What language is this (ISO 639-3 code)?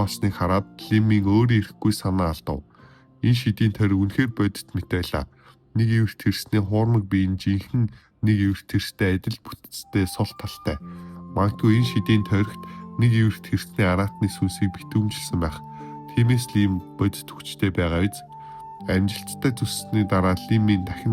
mon